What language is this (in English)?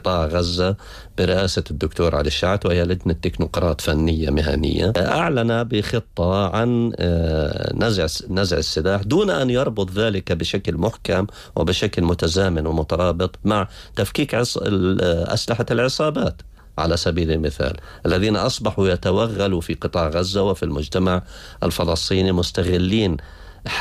Arabic